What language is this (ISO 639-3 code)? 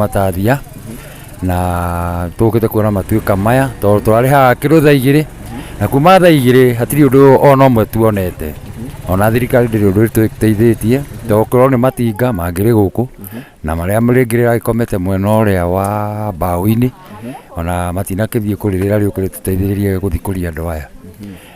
kik